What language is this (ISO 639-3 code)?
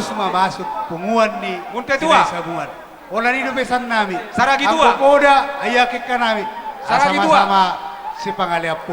bbc